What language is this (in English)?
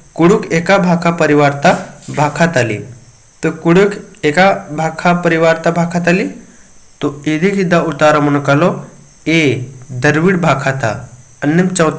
Kurukh